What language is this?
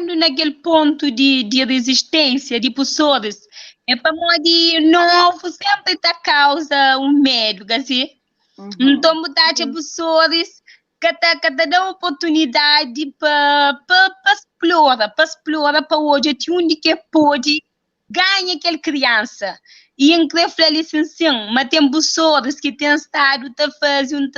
Kabuverdianu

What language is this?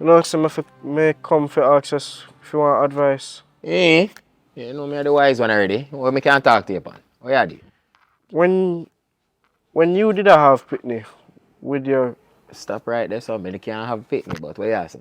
Jamaican Creole English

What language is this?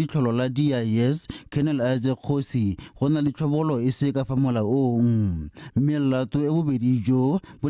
Tswana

